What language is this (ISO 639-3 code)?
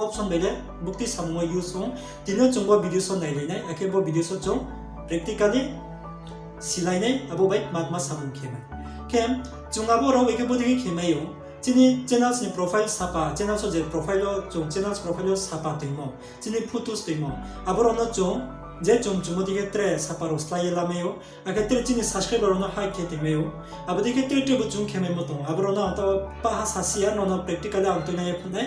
ria